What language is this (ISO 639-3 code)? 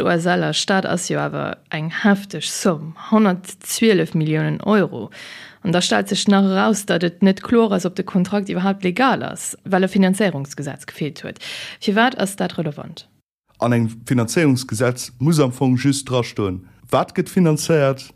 ltz